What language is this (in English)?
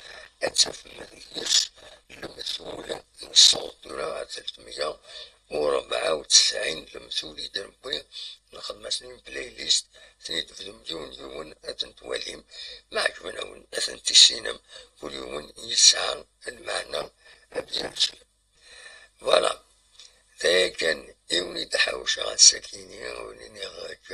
Kabyle